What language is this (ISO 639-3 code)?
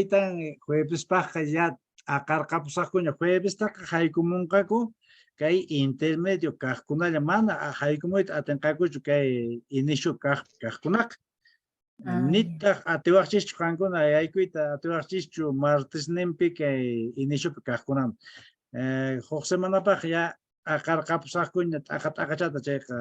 que